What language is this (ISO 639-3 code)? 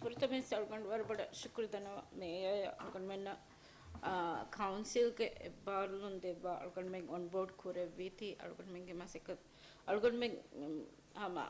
div